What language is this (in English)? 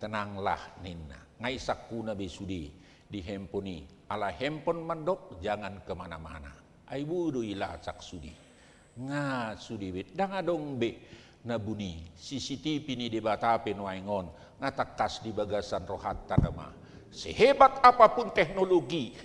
Batak Toba